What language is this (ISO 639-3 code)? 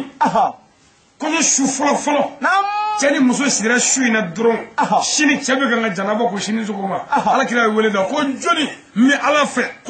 bam